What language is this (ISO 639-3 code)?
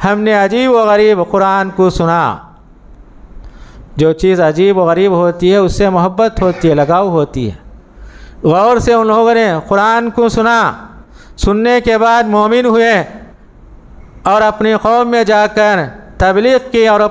urd